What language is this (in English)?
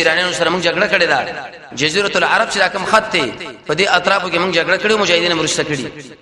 Pashto